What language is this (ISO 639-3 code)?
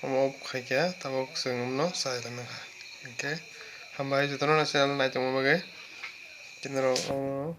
trp